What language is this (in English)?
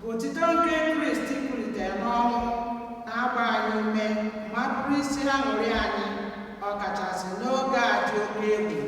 Igbo